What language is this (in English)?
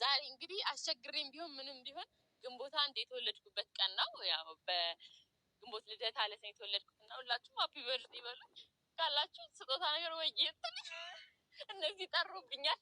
Amharic